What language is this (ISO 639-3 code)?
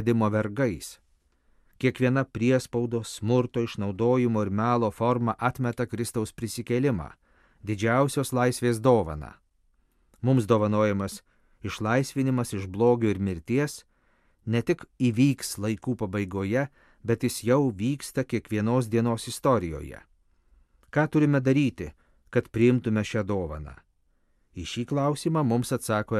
lit